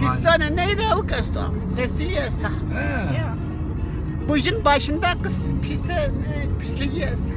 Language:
Zaza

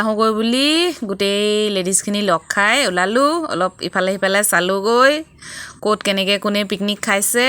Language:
Assamese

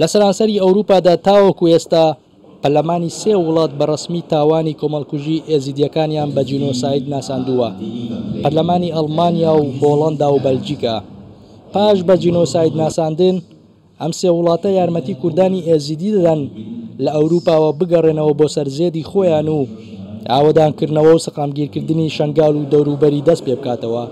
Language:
Central Kurdish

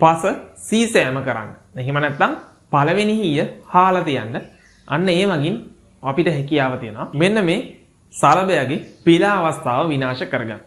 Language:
Sinhala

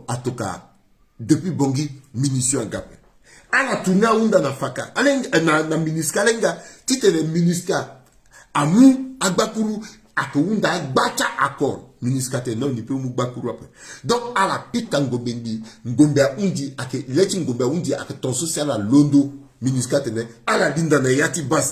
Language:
Sango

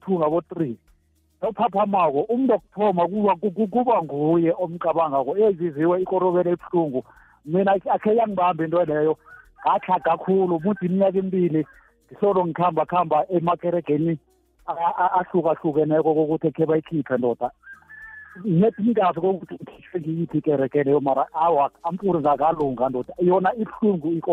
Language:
South Ndebele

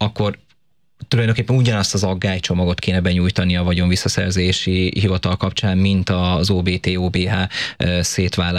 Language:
Hungarian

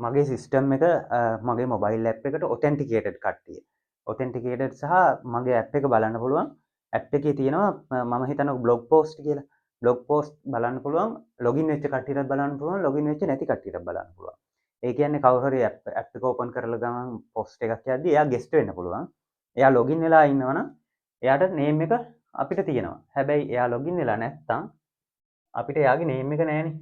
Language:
Sinhala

